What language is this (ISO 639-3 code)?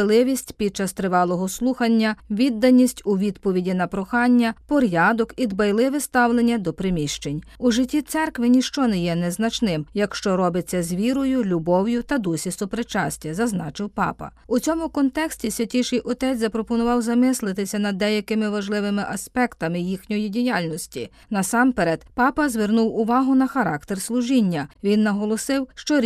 ukr